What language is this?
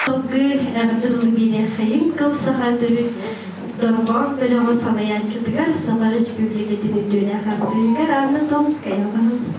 Yakut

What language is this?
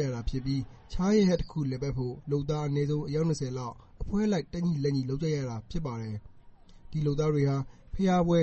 Burmese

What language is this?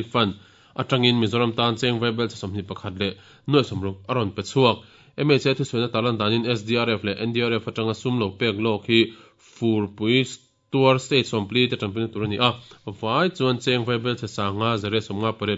Mizo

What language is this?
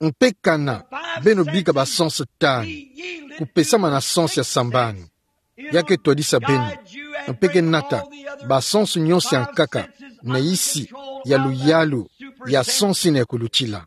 Kituba (Democratic Republic of Congo)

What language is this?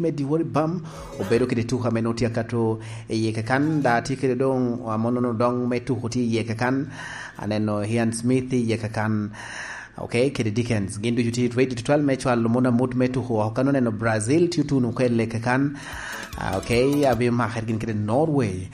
Lango (Uganda)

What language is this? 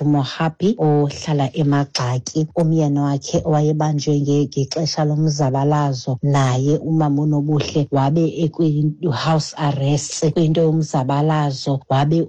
Xhosa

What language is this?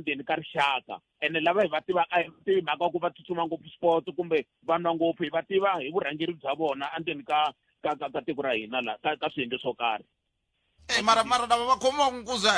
Tsonga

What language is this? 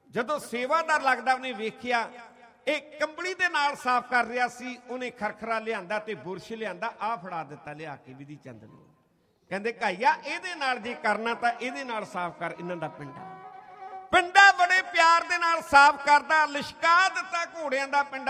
Punjabi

